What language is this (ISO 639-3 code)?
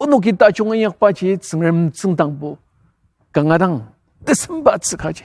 njo